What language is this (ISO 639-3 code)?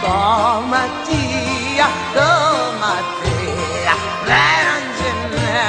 scn